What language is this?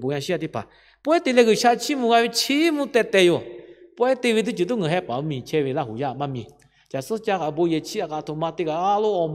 Lahu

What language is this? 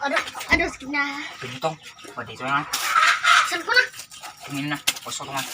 Banjar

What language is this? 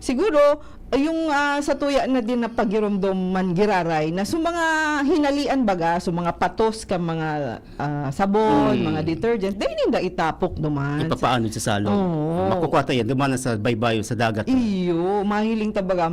Bikol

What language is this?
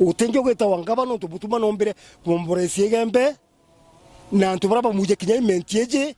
Meru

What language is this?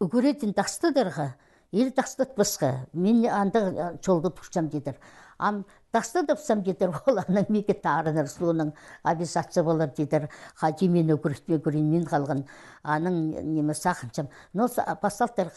Khakas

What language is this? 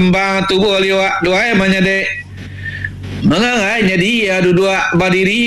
Iban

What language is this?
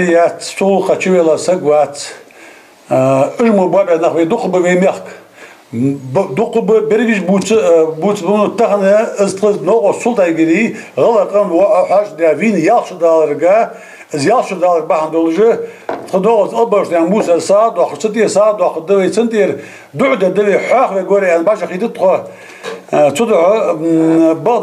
Ingush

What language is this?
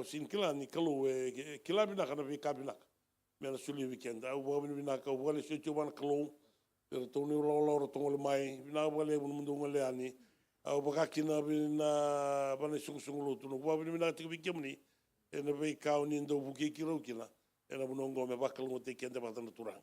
Fijian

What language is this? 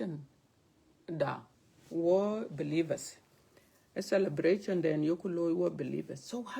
Dinka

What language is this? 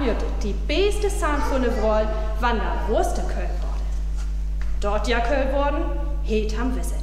Northern Frisian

